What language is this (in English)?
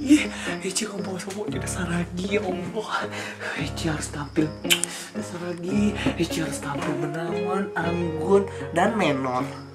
Minangkabau